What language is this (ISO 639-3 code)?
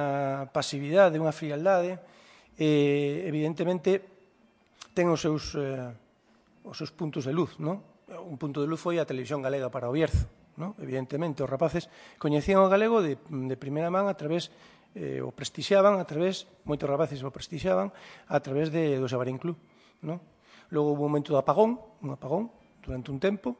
glg